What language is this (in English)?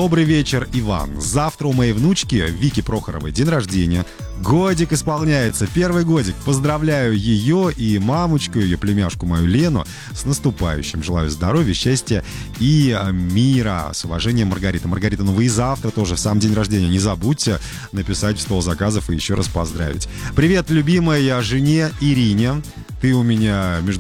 Russian